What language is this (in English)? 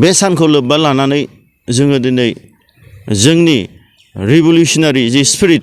Bodo